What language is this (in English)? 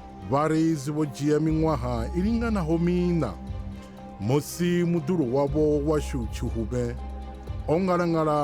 Venda